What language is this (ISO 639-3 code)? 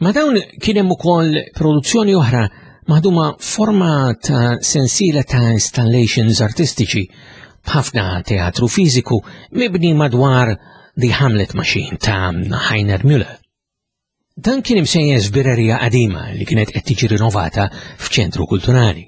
mlt